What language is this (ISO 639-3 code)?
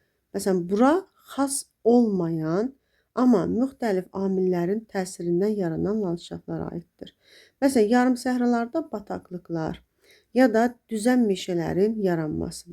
aze